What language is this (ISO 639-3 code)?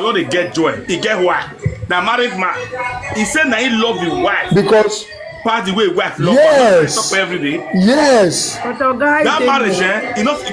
pcm